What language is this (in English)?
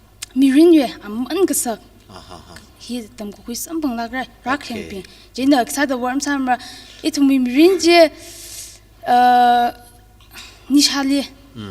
Tangkhul Naga (India)